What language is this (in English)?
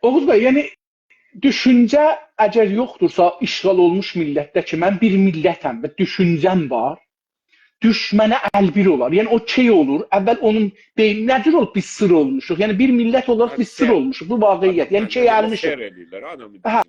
South Azerbaijani